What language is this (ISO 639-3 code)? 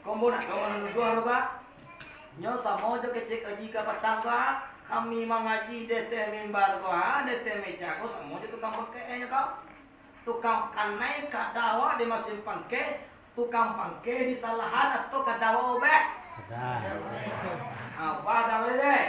min